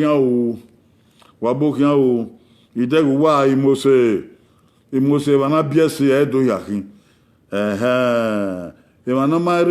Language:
Bini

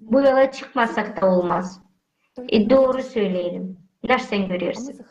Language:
Gagauz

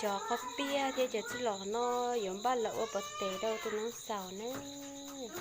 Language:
Hmong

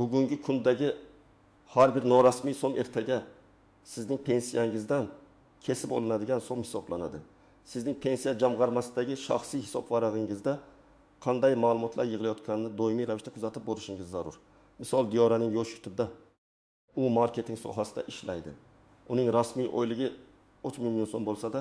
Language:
Uzbek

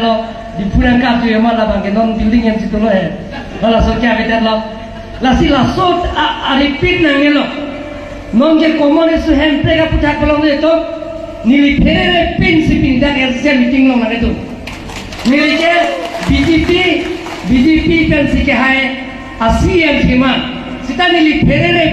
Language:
Karbi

